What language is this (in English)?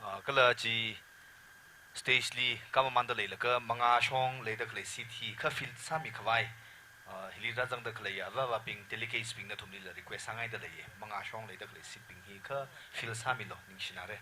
Tangkhul Naga (India)